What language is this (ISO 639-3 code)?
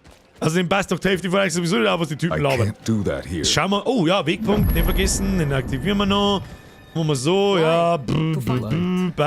bar